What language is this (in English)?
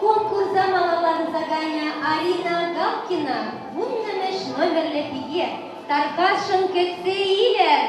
Chuvash